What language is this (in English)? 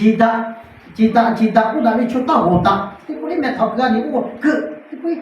Lahu